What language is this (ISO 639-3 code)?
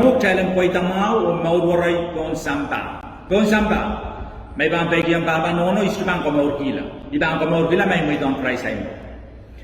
pon